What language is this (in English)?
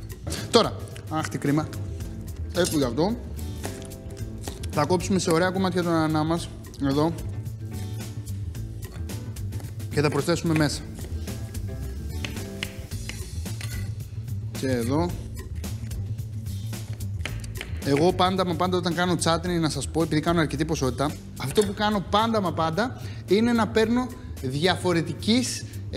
Greek